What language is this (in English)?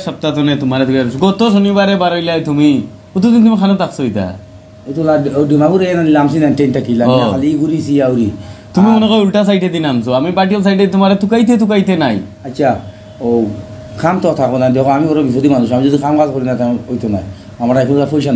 Sylheti